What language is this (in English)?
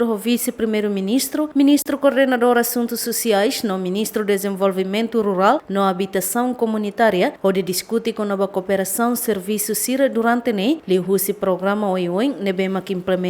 Tetum